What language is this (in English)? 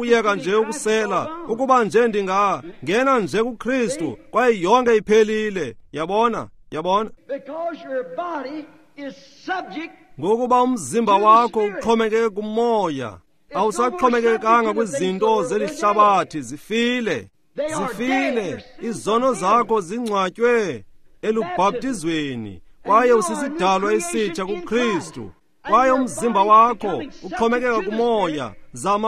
Xhosa